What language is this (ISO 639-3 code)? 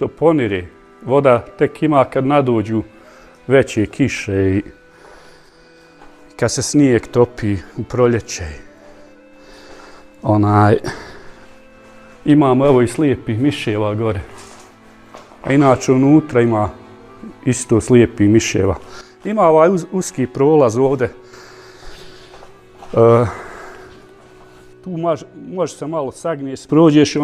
bos